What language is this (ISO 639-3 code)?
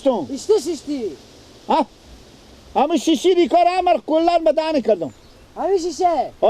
fas